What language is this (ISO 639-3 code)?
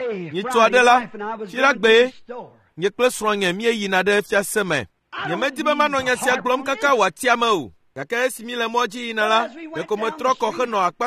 ewe